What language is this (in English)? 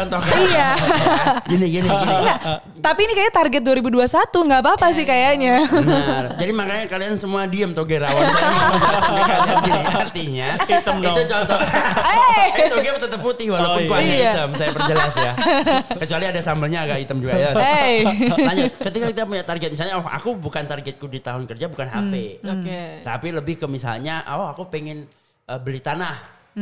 Indonesian